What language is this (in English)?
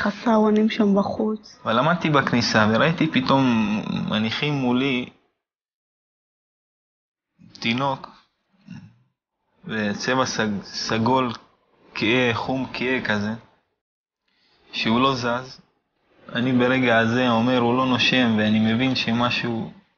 Hebrew